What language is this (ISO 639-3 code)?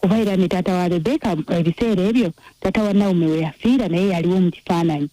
lug